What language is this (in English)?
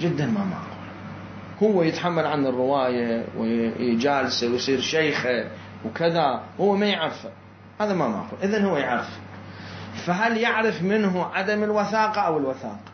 Mesopotamian Arabic